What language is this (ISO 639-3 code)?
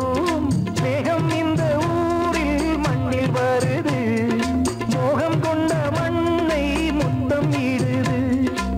tam